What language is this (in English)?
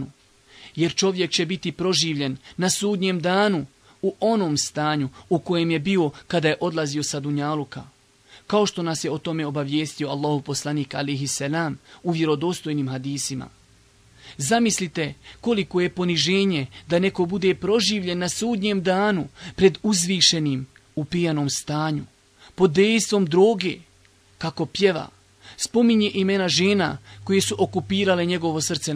Bosnian